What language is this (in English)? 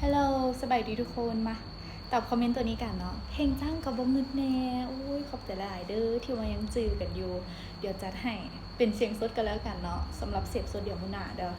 Lao